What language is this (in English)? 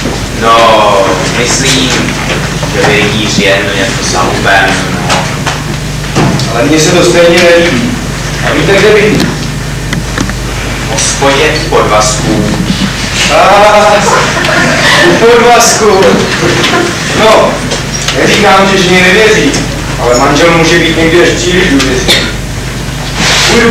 Czech